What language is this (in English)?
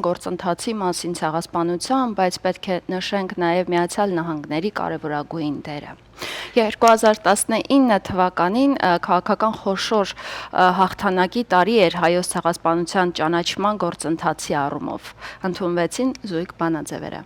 Western Armenian